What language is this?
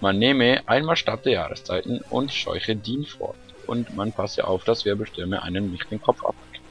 Swiss German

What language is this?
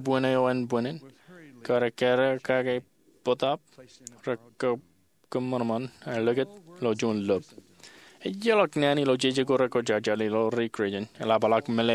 Marshallese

